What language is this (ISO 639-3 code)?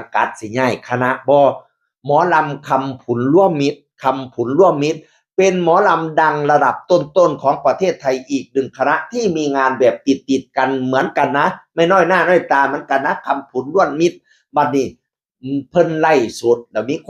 tts